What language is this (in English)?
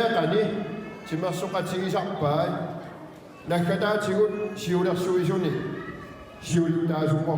Kalaallisut